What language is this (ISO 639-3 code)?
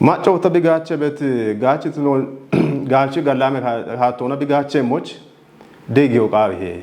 kbr